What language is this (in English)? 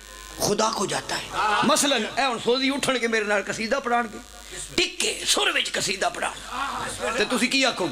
Pahari-Potwari